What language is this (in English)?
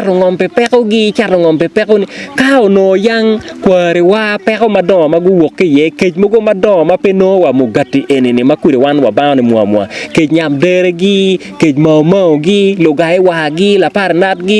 Acoli